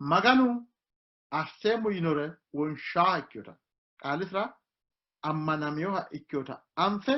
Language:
Sidamo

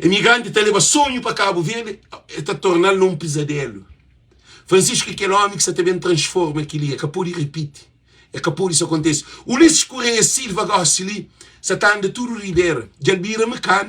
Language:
Kabuverdianu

